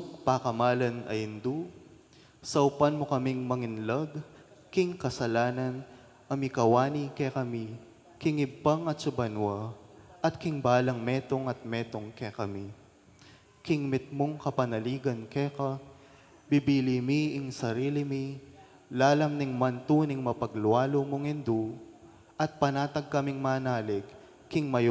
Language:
Pampanga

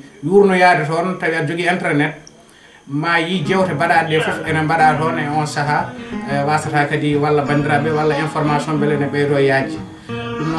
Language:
Fula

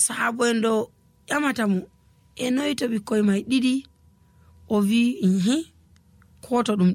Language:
Nigerian Fulfulde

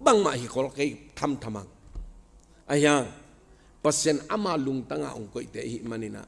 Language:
Tedim Chin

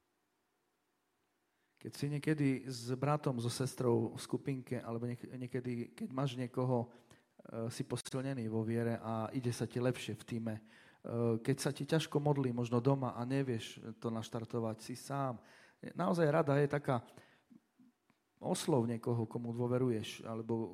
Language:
Slovak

